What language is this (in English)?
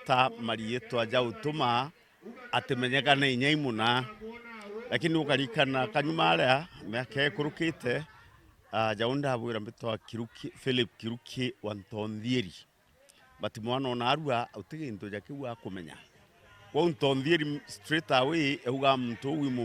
Meru